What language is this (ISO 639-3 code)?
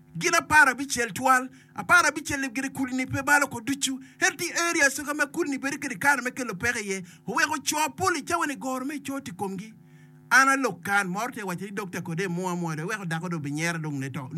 ach